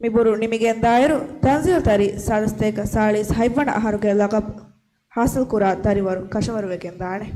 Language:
Divehi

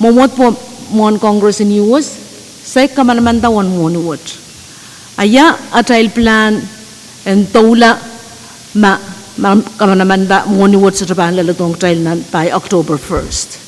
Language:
Pohnpeian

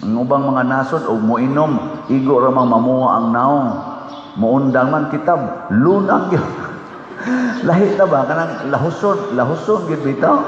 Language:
Cebuano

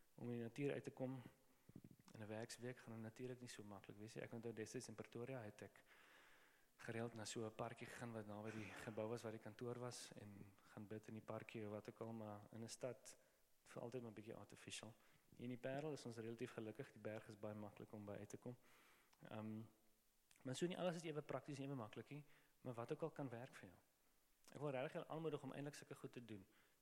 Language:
Afrikaans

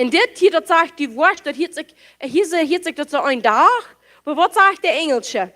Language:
Plautdietsch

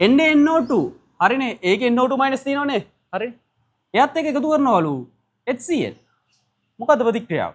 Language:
Sinhala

